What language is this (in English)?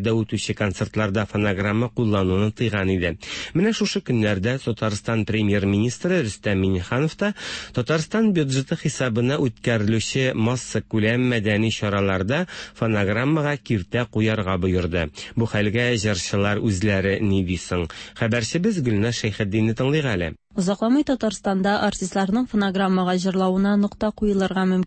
Tatar